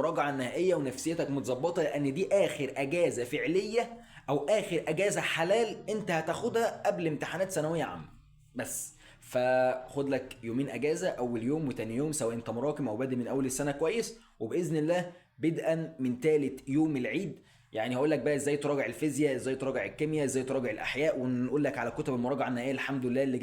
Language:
Egyptian Arabic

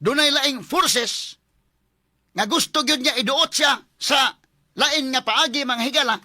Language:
Cebuano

